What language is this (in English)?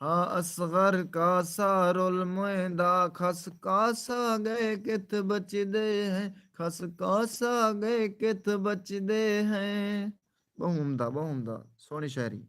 Saraiki